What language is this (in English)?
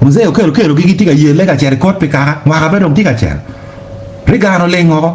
Acoli